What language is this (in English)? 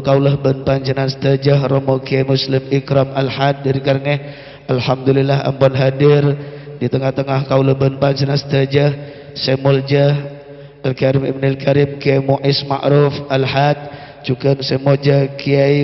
Madurese